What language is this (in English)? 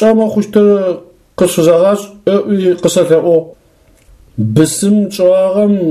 Adyghe